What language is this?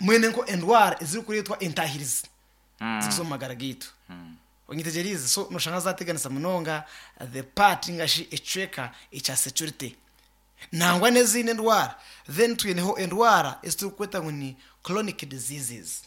Nyankole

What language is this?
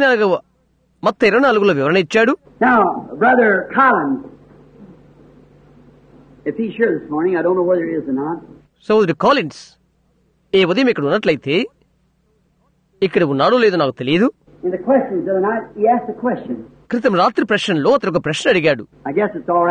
Telugu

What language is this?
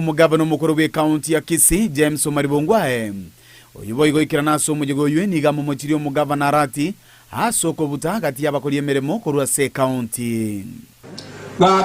Gusii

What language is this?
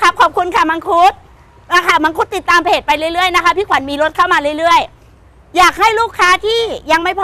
Thai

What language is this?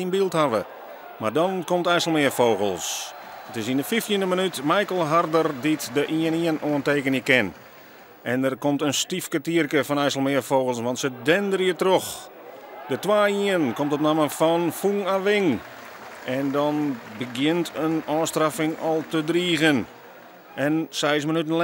Western Frisian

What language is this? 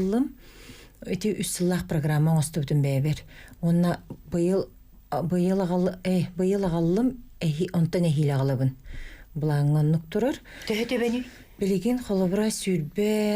Yakut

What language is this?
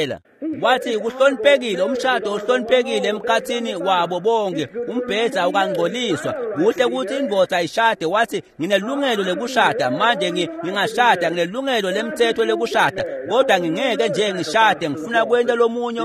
Swati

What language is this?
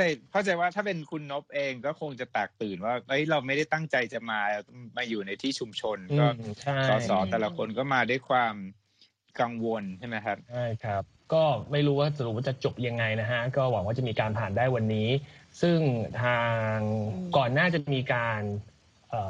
Thai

